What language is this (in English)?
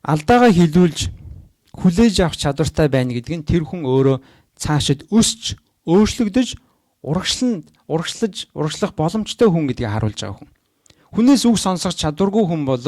Mongolian